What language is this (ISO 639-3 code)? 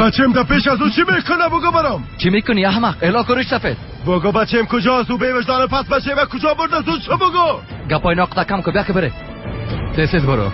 fas